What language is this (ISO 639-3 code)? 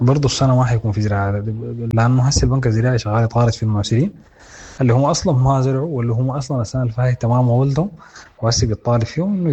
apd